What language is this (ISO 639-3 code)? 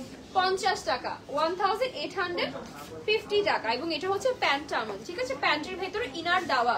ben